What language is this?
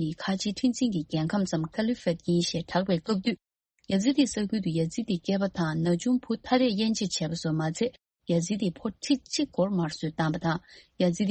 Tibetan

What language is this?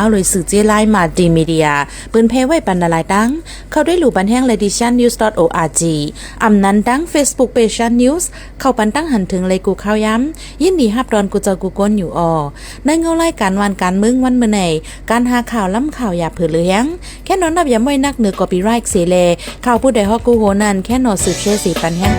Shan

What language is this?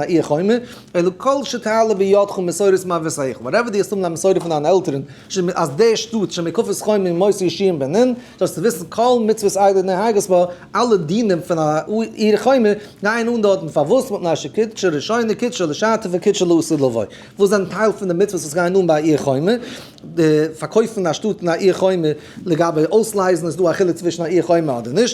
Yiddish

